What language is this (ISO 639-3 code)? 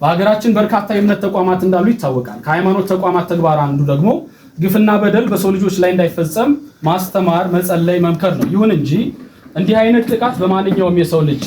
amh